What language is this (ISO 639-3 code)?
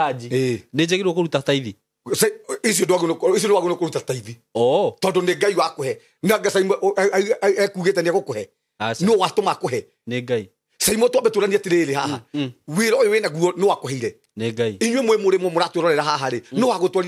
kik